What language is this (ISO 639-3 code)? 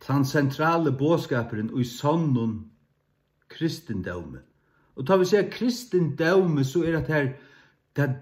fao